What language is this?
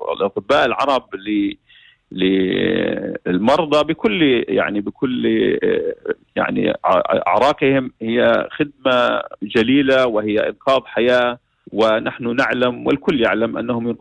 North Levantine Arabic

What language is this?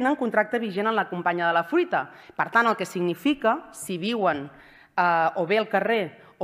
Catalan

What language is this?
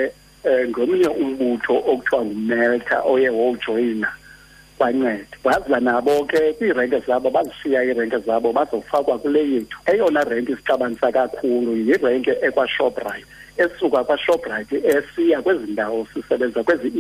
Xhosa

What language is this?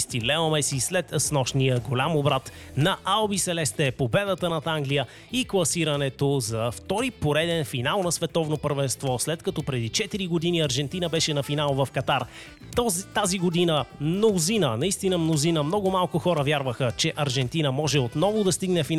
Bulgarian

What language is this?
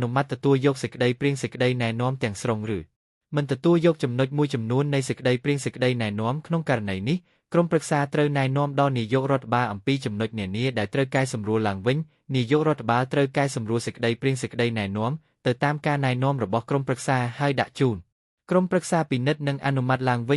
Khmer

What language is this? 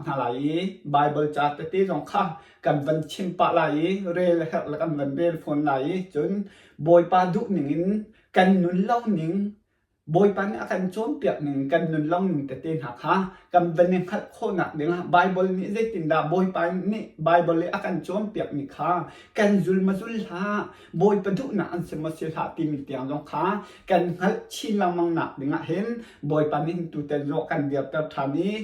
Hakha Chin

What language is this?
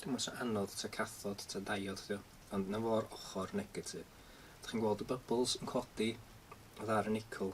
Welsh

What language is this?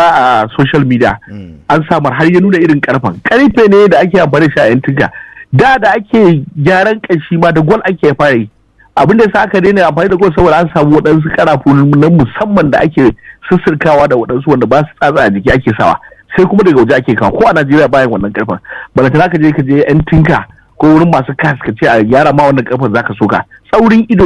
Hausa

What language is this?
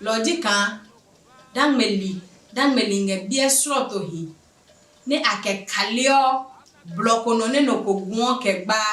Adangme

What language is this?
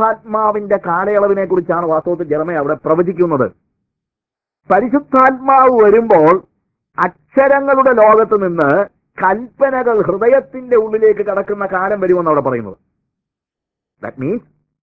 Malayalam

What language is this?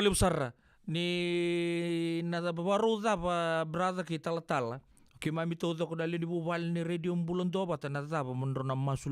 Fijian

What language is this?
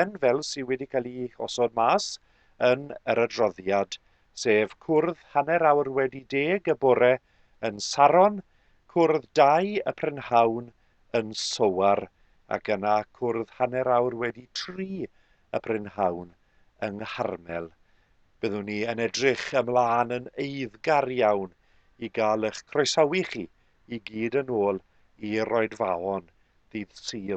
Welsh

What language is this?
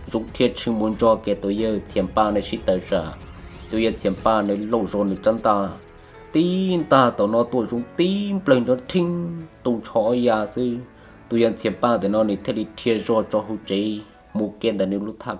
Hmong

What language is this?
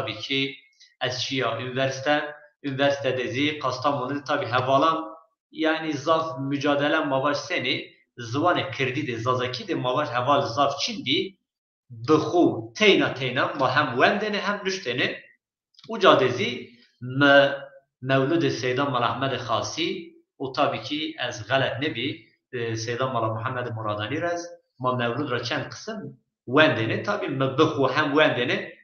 Zaza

